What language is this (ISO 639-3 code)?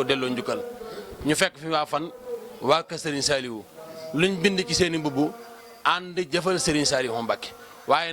wol